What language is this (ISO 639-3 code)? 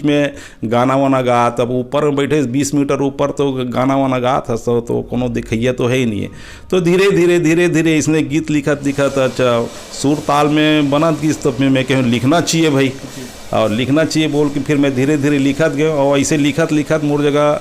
hne